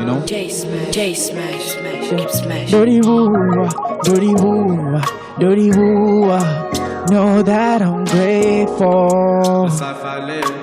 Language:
Venda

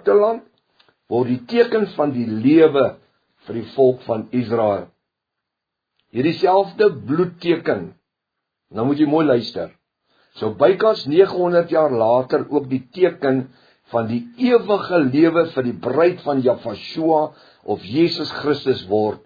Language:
Afrikaans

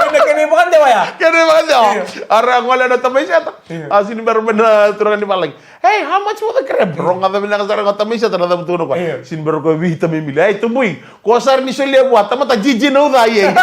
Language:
Fijian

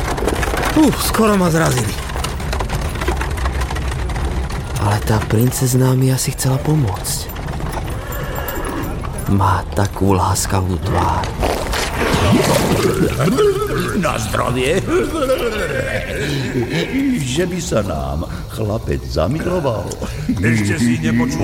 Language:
Slovak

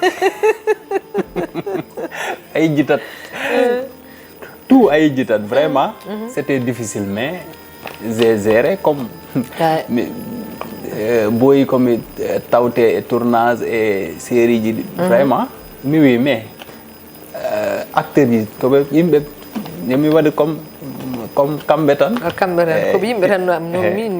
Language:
Fula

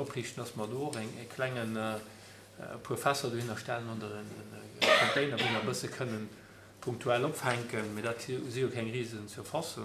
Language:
Luxembourgish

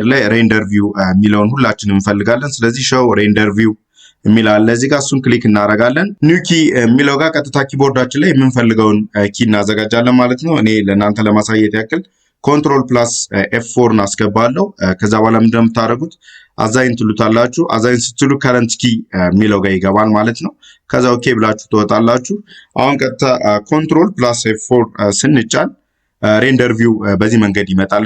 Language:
Amharic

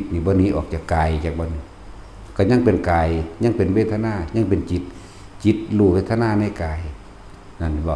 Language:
Northeastern Thai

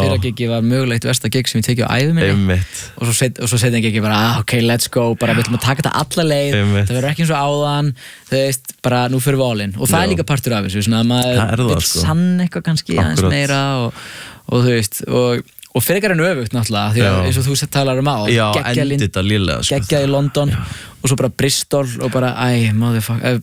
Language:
Icelandic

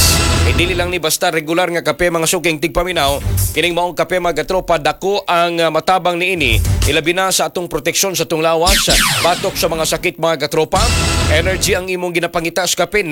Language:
Cebuano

